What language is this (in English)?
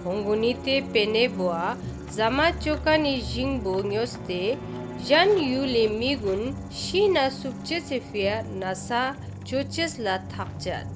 Ladakhi